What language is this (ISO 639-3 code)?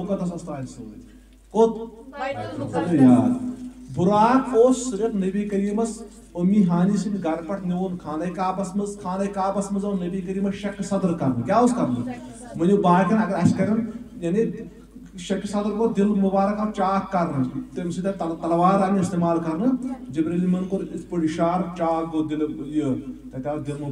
kas